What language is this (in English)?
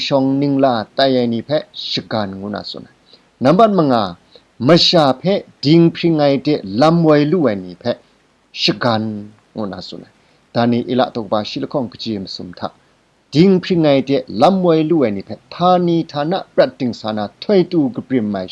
Kachin